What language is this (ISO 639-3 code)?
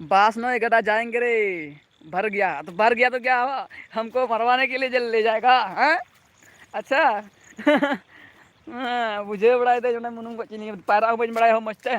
sat